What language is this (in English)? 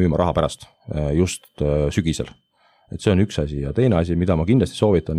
Estonian